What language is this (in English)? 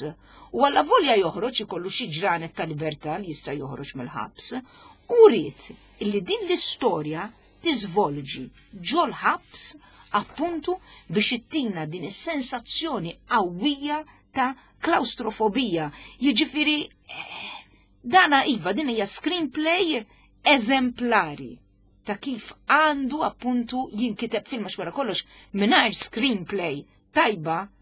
Maltese